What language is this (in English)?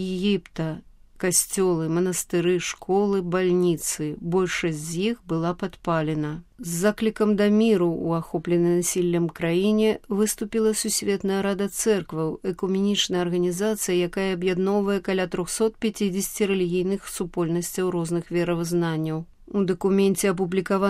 Belarusian